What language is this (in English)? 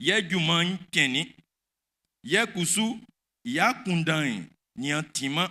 Baoulé